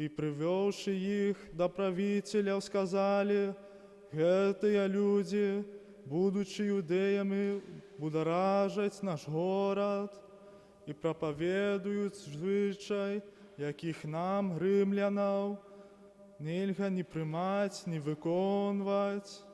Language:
Belarusian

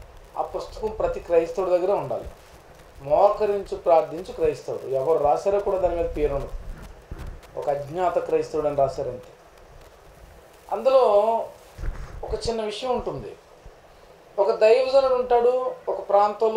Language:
Telugu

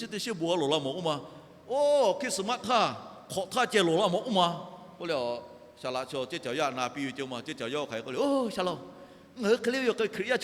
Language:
Lahu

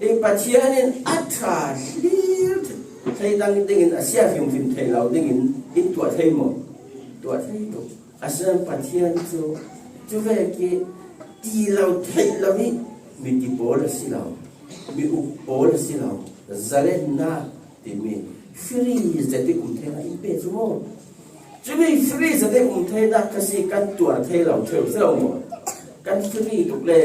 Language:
Falam Chin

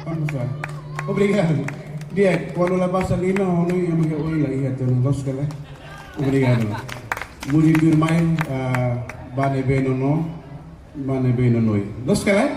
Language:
Tetum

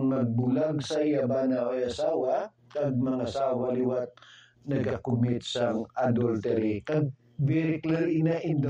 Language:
Hiligaynon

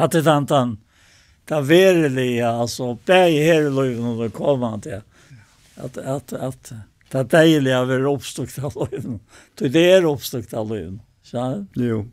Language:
Faroese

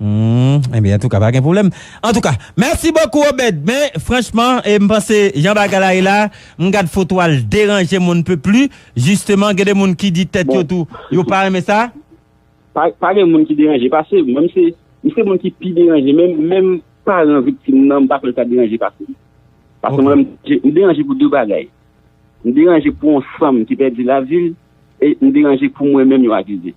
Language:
Haitian Creole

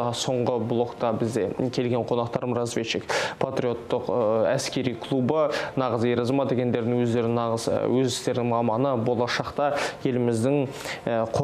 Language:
Kazakh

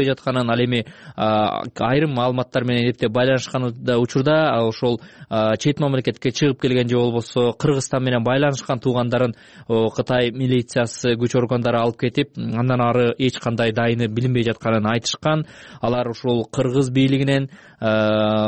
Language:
Kyrgyz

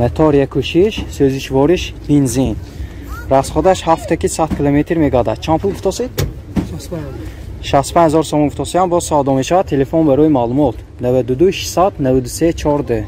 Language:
Tajik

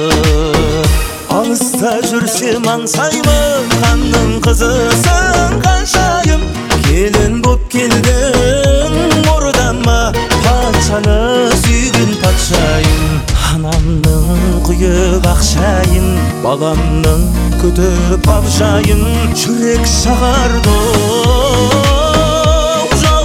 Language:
Kazakh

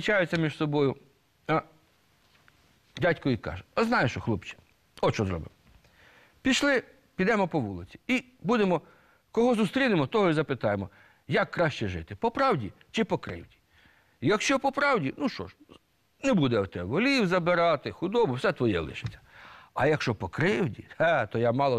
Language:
Ukrainian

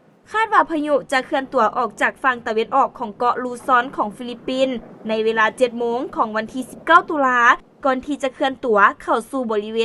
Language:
Lao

